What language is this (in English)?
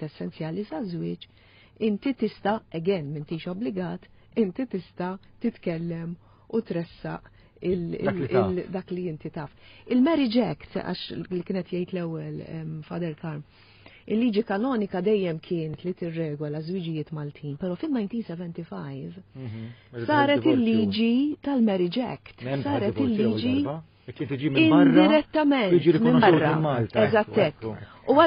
Maltese